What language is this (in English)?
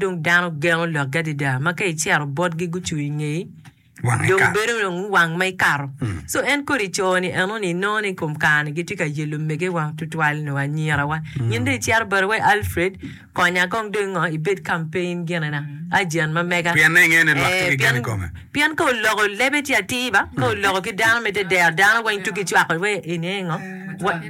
Acoli